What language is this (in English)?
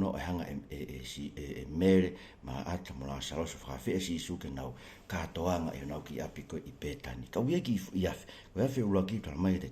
Tongan